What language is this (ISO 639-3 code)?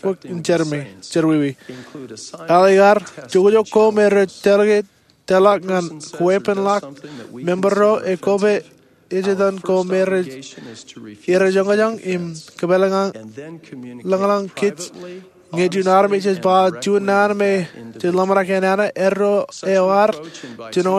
mah